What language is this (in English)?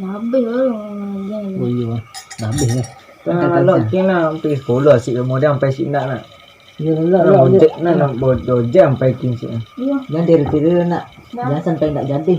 Minangkabau